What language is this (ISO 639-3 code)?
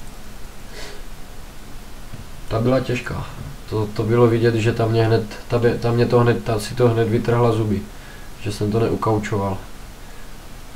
ces